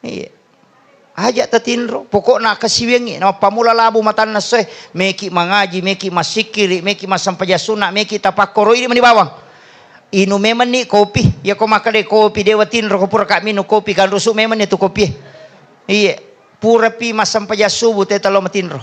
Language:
Buginese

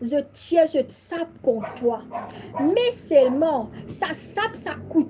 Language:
Morisyen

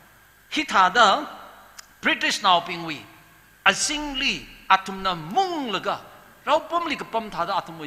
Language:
Tangkhul Naga (India)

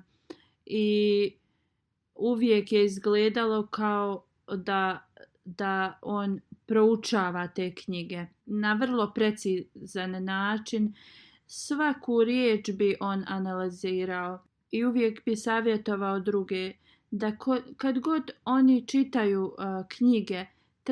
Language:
Bosnian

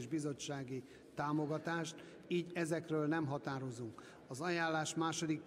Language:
Hungarian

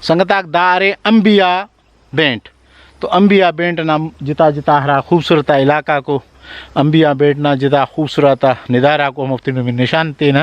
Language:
Brahui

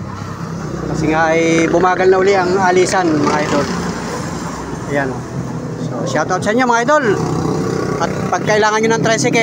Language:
Filipino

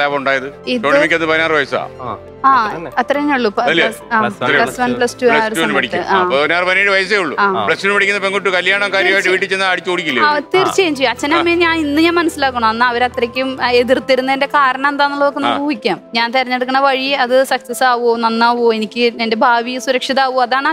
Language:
Malayalam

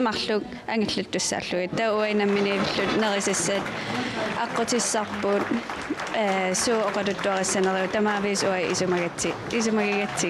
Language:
Kalaallisut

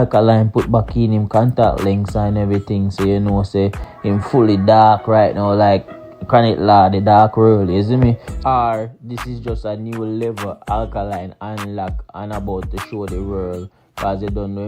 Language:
Jamaican Creole English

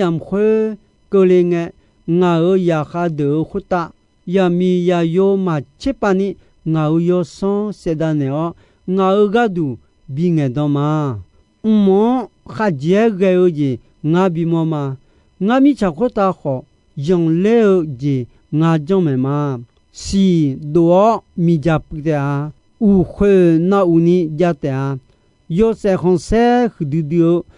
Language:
Akha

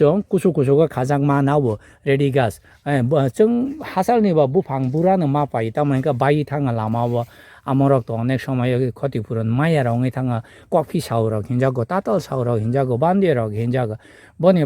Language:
Kok Borok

